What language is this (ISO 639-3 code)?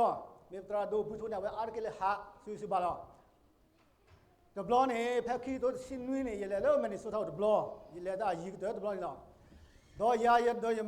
ksw